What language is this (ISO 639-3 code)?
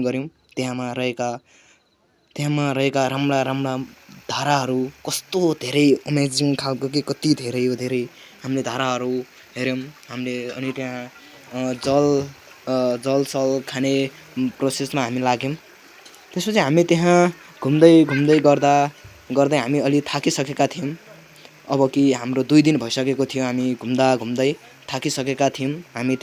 nep